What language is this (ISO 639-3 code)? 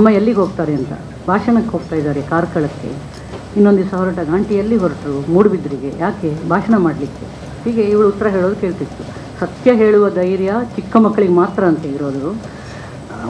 kan